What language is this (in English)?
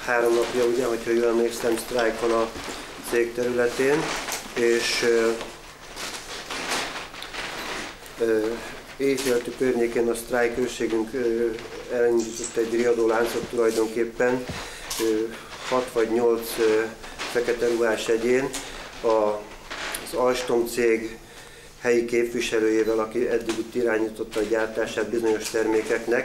Hungarian